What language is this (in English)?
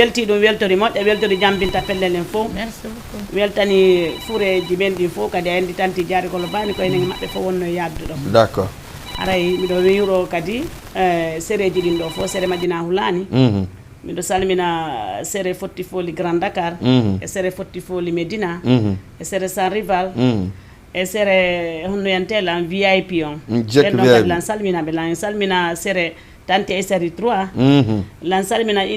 Fula